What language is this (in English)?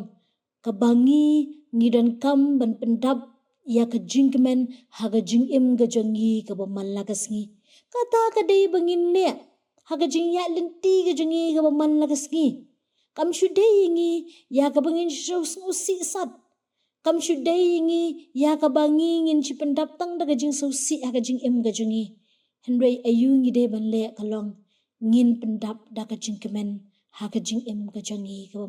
Khasi